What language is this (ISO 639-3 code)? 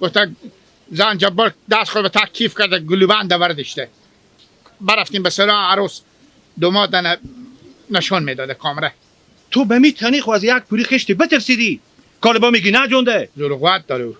haz